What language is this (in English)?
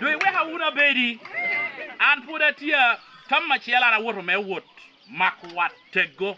Lango (Uganda)